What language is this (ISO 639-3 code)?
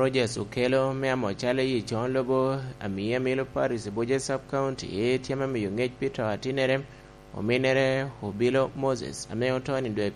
laj